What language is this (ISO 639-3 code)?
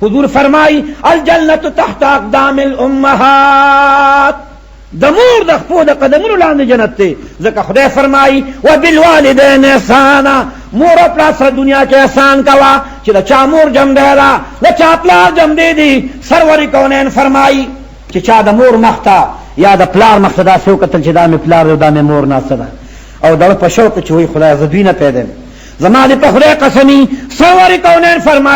pus